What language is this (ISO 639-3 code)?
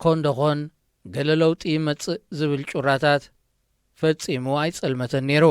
tir